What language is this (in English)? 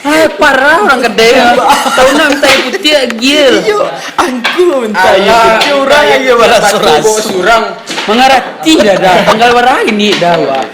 Minangkabau